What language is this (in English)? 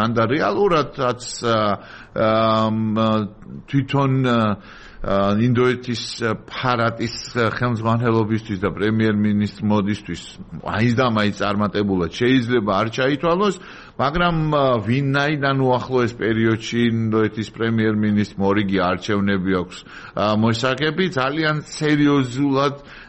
Georgian